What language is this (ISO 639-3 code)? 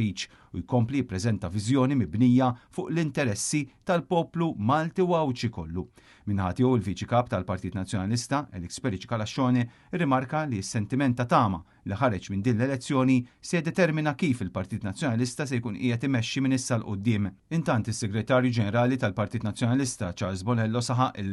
mlt